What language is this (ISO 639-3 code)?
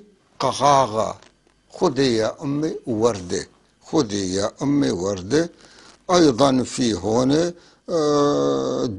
apc